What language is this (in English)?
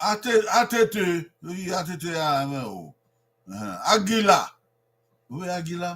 Bini